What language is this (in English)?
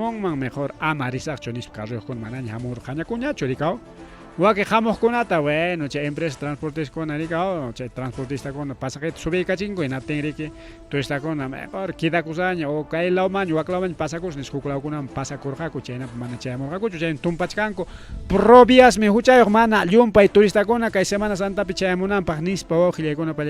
Ayacucho Quechua